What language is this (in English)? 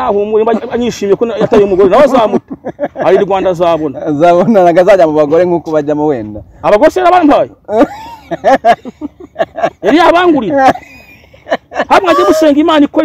Kinyarwanda